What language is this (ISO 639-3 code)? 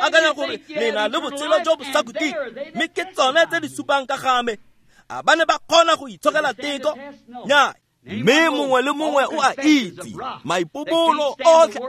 tsn